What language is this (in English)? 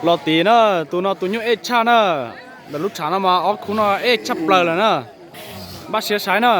Hmong